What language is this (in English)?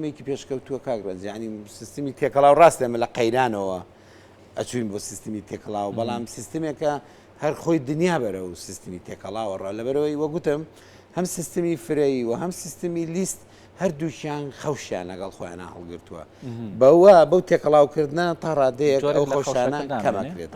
Central Kurdish